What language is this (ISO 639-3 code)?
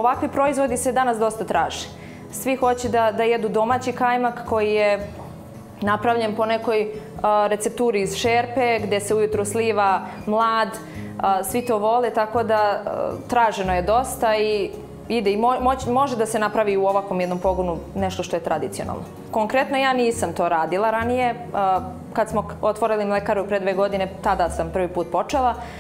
srp